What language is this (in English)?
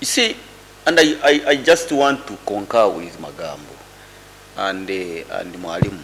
Nyoro